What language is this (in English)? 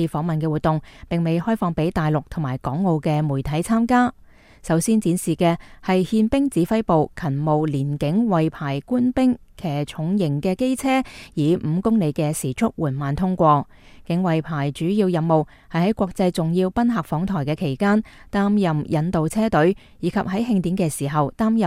Cantonese